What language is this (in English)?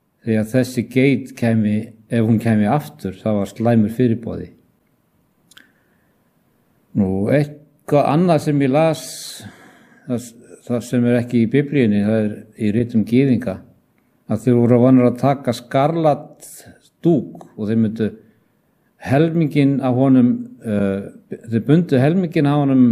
Icelandic